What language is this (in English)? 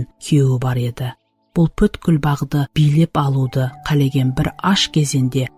Kara-Kalpak